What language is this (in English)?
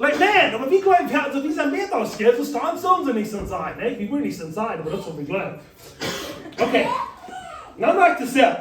Plautdietsch